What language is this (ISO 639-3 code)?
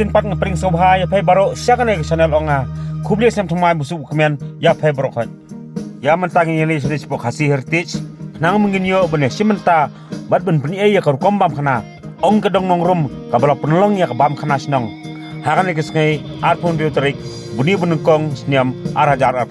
kha